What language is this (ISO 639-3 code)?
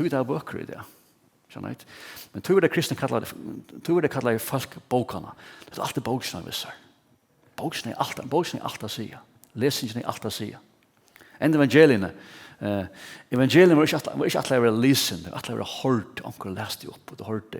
fao